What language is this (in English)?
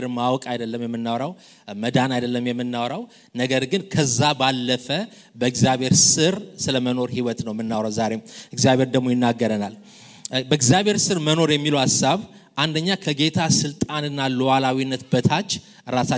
Amharic